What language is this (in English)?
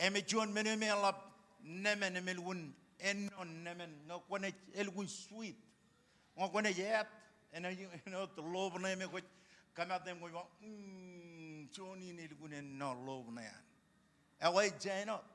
Marshallese